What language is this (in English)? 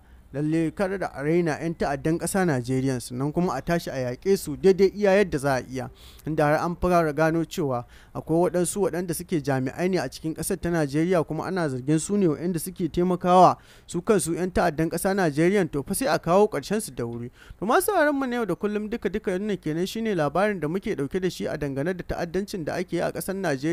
Hausa